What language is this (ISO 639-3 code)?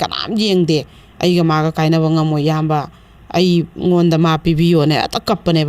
mni